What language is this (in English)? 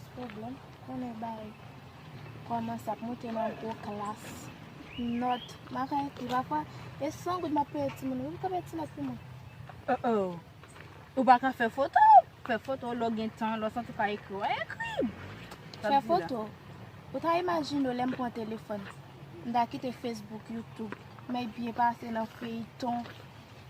Haitian Creole